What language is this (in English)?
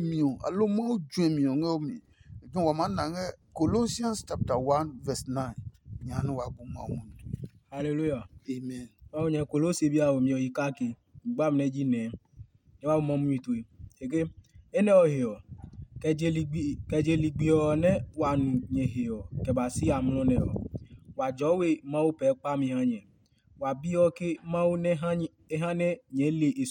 Adangme